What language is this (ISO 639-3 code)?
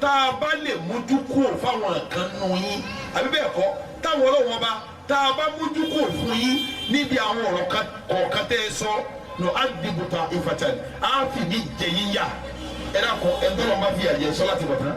yor